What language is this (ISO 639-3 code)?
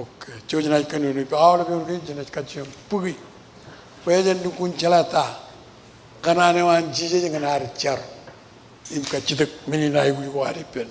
mah